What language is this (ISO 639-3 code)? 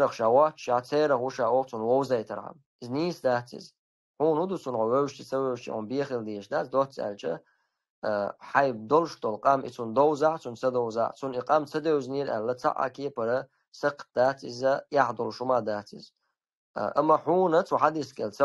che